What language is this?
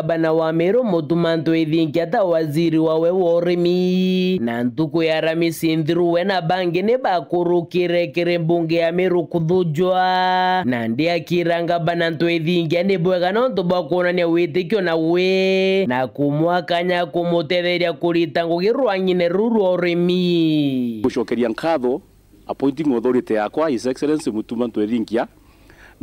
Meru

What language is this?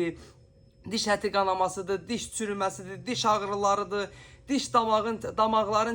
Azerbaijani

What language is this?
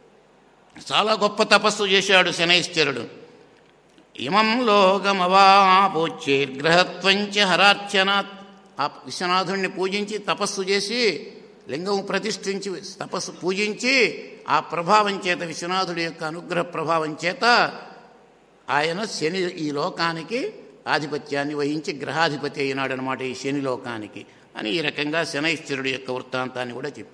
Telugu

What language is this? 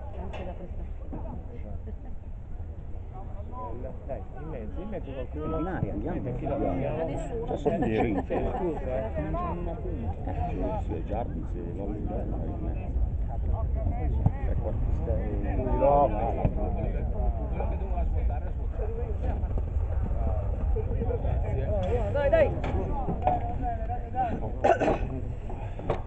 Italian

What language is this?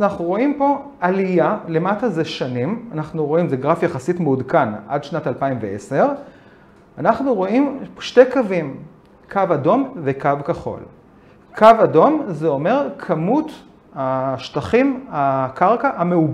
Hebrew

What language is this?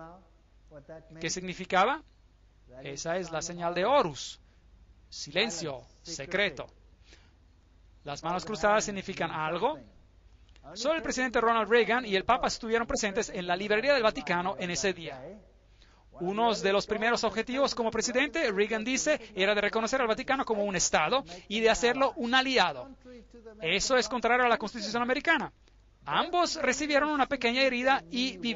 Spanish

